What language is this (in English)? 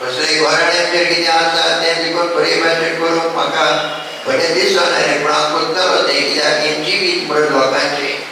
Konkani